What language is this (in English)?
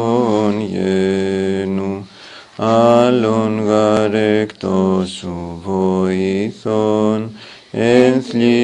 Greek